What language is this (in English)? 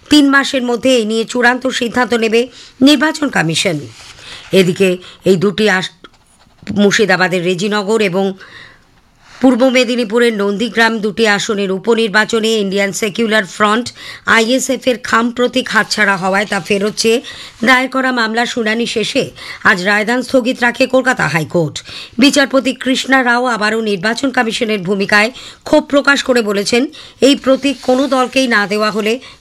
Bangla